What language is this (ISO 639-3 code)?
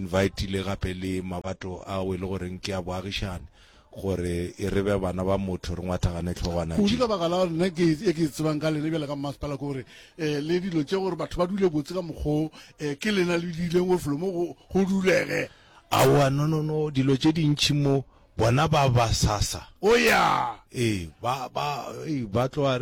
nso